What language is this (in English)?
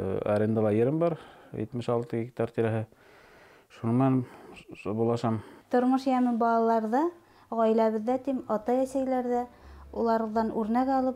Bashkir